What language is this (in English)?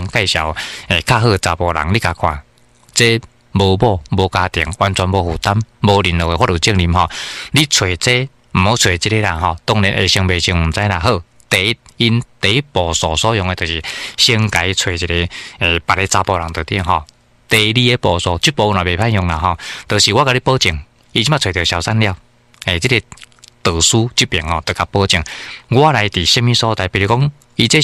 Min Nan Chinese